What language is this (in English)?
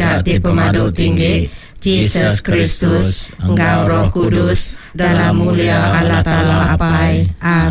Iban